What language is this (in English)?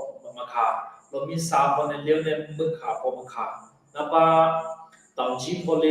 Akha